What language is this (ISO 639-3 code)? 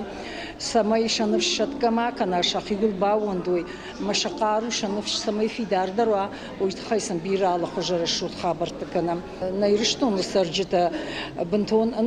oss